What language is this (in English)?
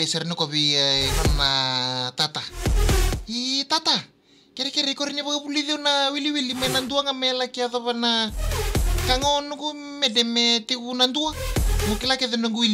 Fijian